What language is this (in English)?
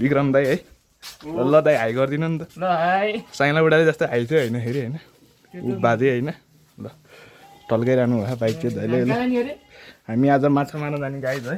Nepali